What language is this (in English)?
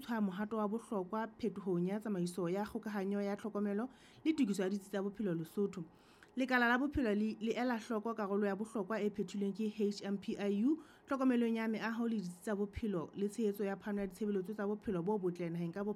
Southern Sotho